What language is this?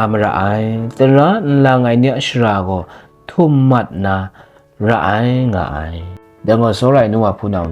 Kachin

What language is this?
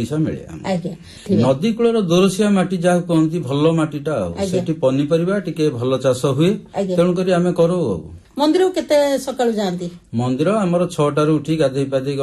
Odia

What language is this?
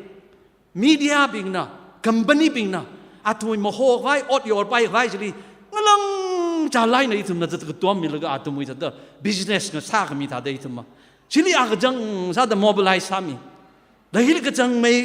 Tangkhul Naga (India)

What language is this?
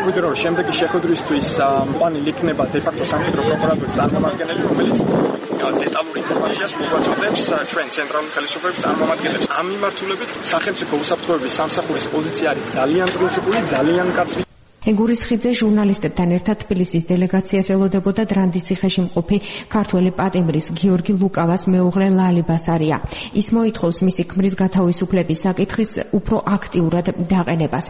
Georgian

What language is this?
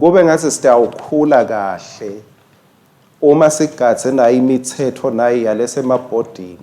Swati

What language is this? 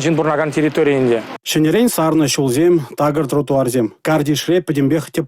Chuvash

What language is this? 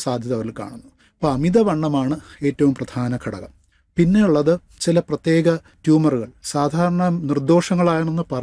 Malayalam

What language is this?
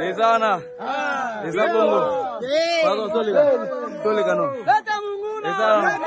Lingala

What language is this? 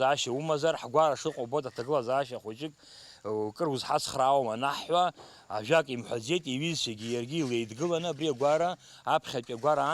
Abkhazian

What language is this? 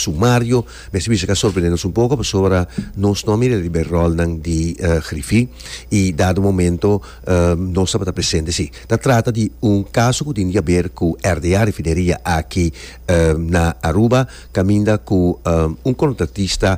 Papiamento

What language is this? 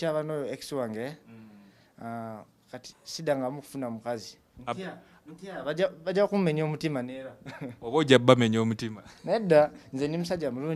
Ganda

